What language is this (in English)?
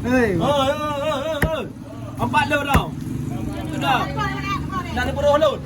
Achinese